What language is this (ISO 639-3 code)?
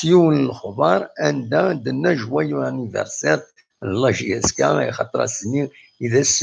kab